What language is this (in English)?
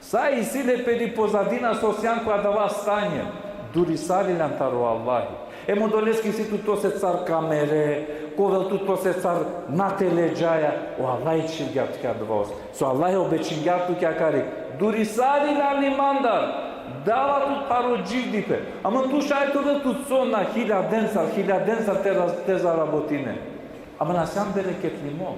Balkan Romani